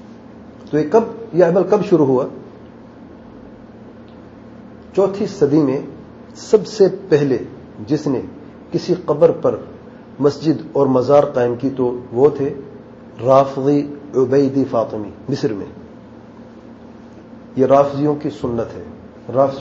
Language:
Urdu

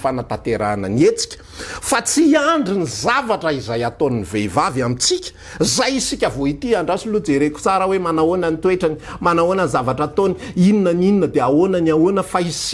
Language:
Malagasy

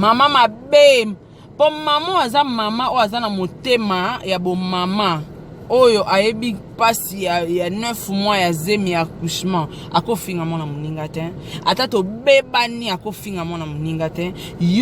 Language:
Lingala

